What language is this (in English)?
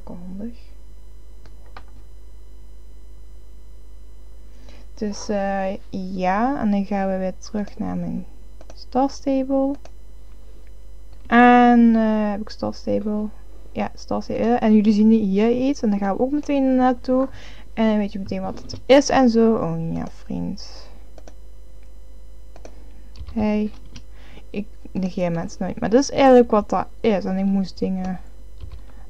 Dutch